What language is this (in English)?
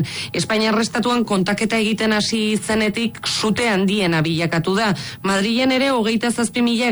Basque